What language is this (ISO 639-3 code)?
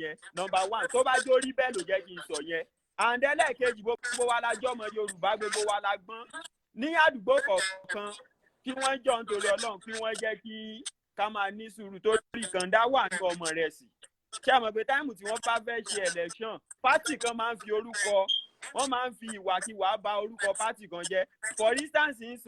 yor